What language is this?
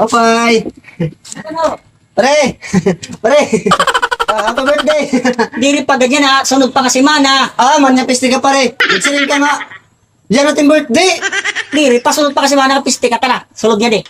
Waray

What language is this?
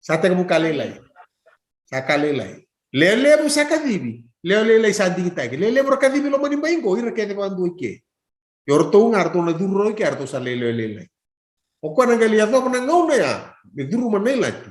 Fijian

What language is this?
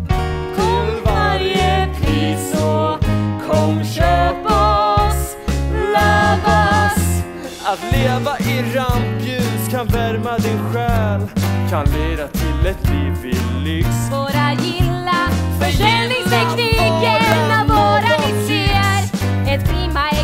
Swedish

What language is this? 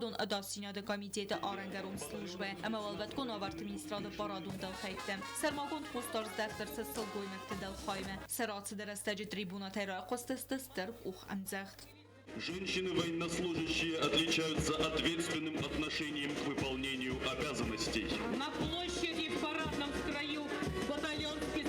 Ossetic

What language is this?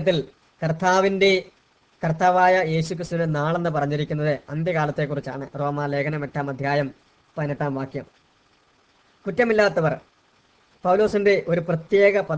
Malayalam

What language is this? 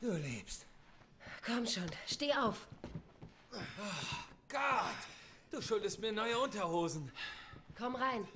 Bavarian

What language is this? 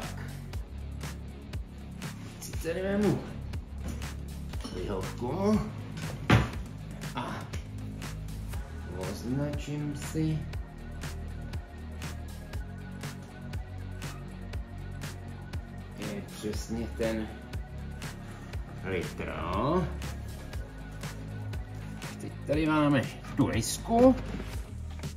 Czech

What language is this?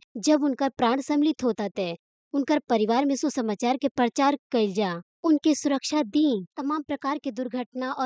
Bhojpuri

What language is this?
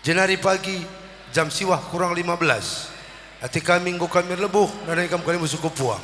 Batak Karo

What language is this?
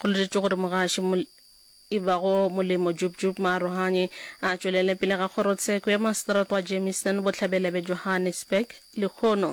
Northern Sotho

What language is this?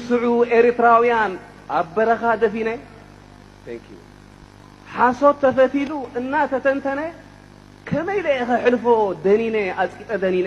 Tigrinya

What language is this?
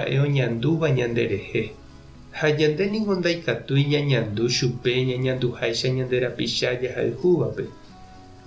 Guarani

